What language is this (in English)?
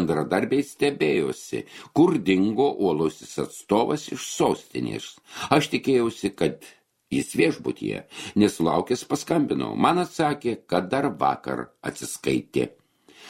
Lithuanian